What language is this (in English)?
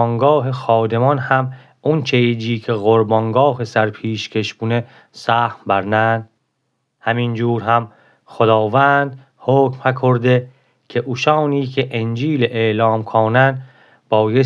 Gilaki